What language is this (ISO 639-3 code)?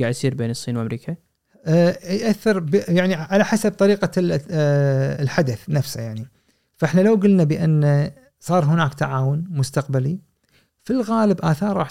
afb